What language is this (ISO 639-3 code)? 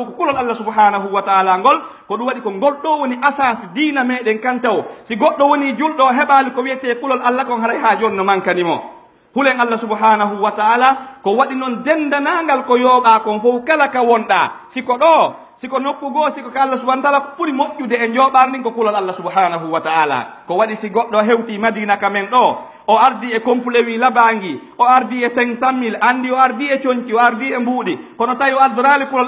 fuf